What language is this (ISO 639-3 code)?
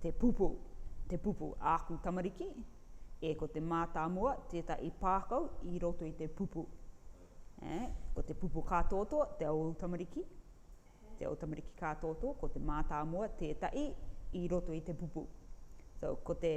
rar